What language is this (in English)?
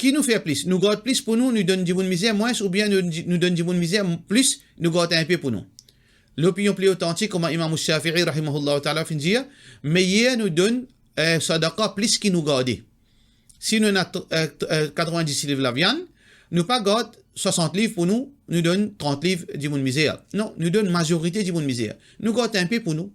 Morisyen